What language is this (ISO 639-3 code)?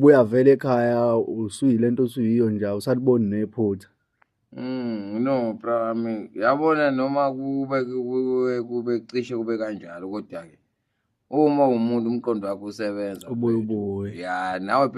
zul